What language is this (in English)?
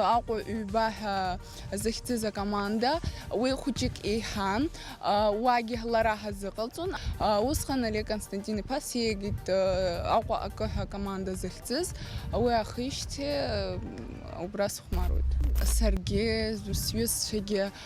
Abkhazian